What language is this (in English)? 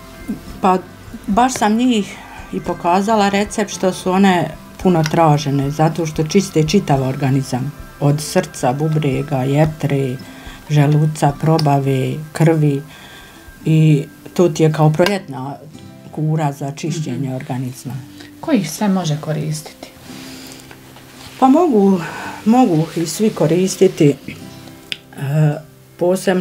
Bosnian